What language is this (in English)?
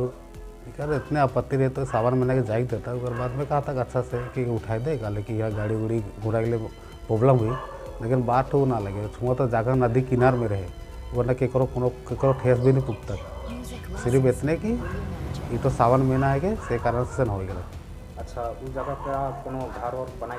Sadri